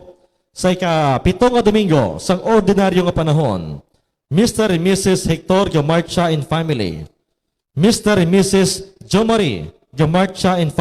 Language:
Hiligaynon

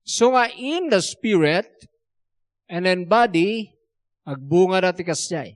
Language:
Iloko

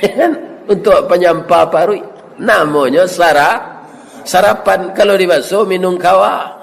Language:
Minangkabau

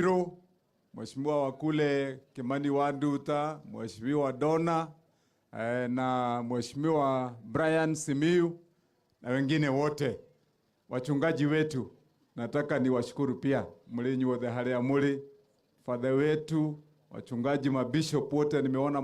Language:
Kikuyu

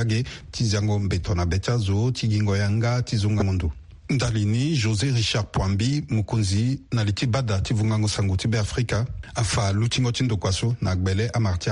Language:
Sango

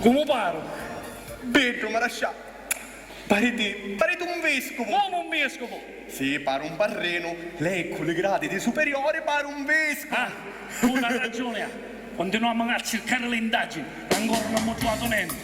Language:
Sicilian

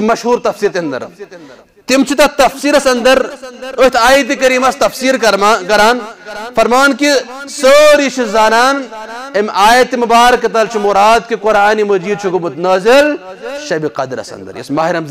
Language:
Kashmiri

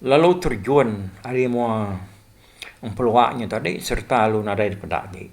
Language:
Iban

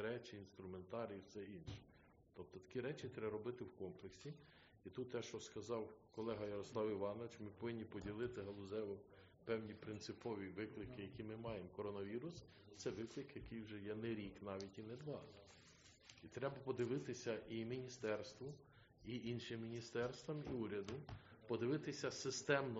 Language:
Ukrainian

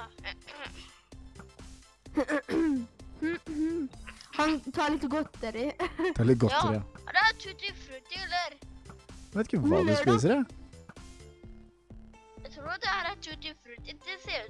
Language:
Norwegian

